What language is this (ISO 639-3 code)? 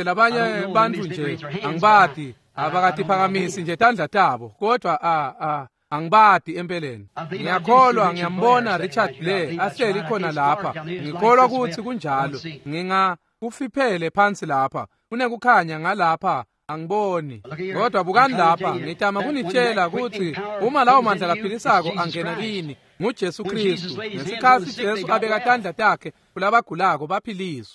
ssw